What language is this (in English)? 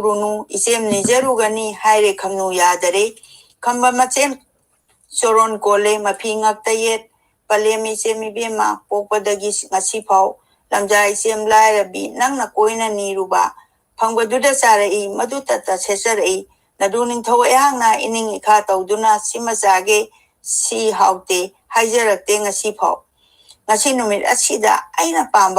Manipuri